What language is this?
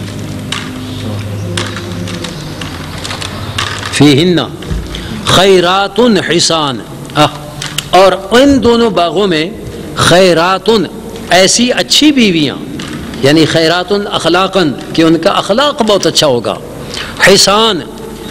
Urdu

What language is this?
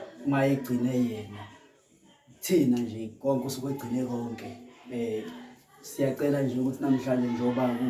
Zulu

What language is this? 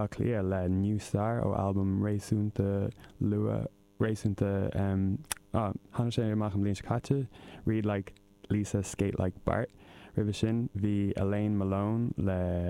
Irish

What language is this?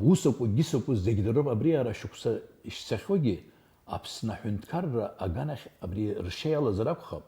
Abkhazian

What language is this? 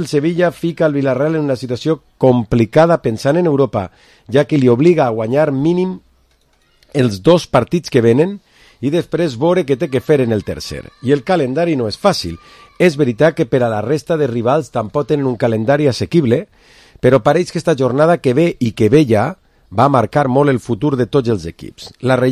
Catalan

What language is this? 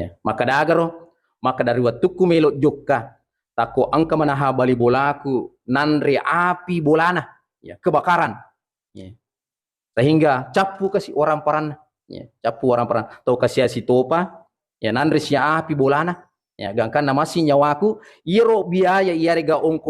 Buginese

